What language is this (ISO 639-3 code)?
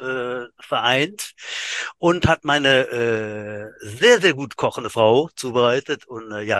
deu